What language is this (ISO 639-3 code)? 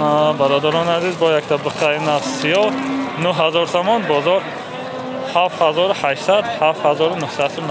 tgk